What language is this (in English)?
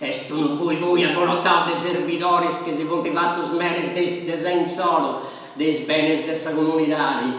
Sardinian